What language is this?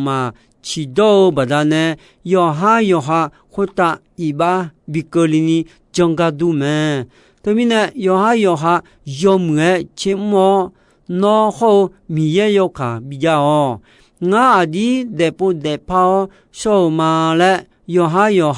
Akha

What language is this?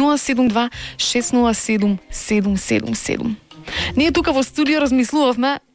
Macedonian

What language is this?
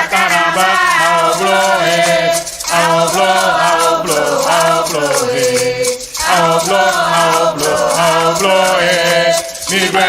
Ewe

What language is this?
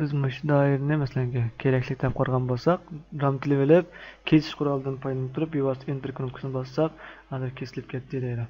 Uyghur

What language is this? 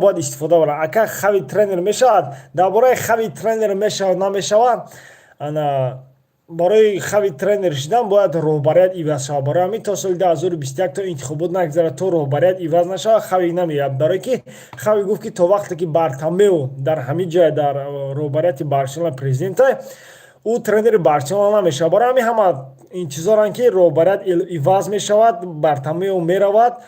Tajik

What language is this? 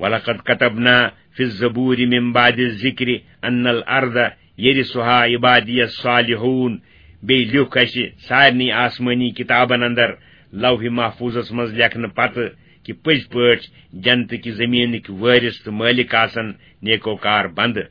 Kashmiri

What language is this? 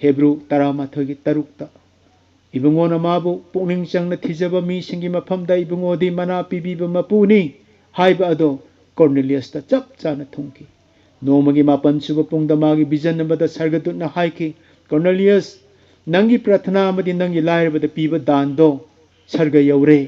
Manipuri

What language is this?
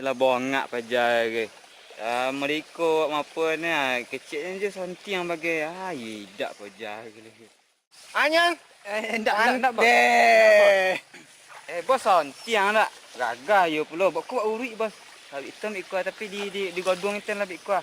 Minangkabau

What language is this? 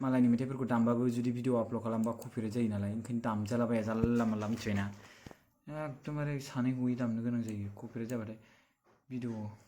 Bodo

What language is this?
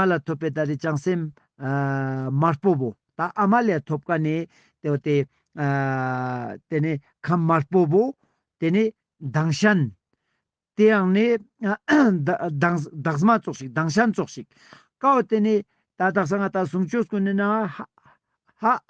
Ladakhi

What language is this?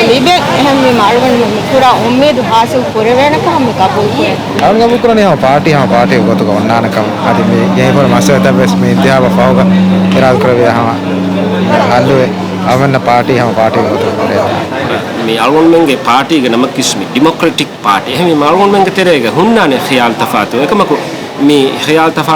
Divehi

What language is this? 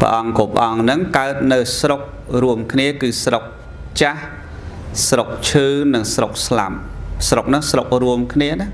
Khmer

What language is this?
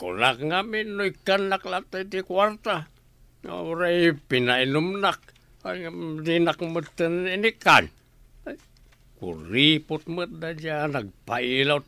Iloko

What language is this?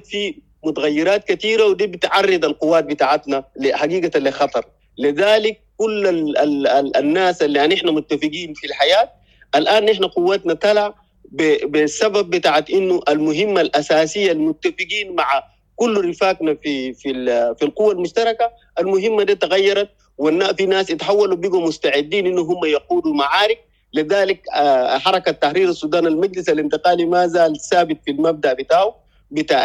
Sudanese Arabic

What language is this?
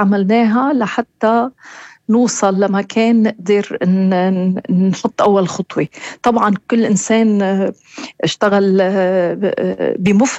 North Levantine Arabic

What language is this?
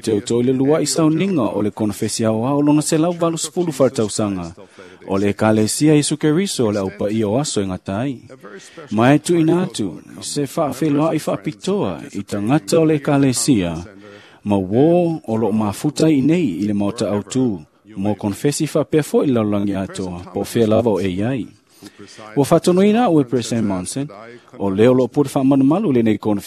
Samoan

